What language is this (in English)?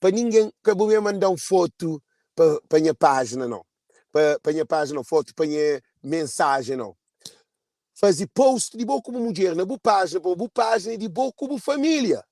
Kabuverdianu